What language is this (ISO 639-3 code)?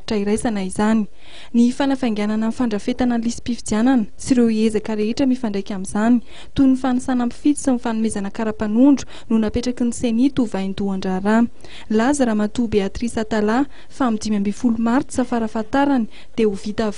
mlg